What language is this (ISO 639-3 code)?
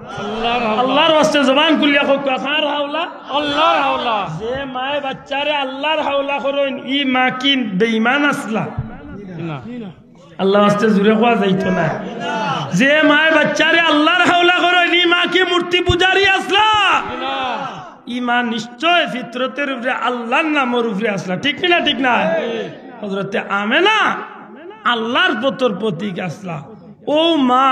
syl